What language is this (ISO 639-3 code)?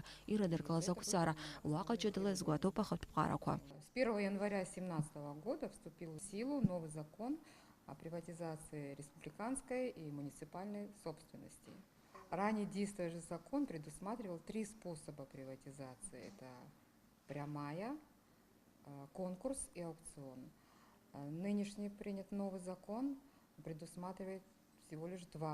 abk